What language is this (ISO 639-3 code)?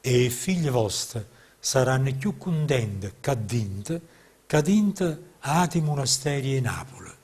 nap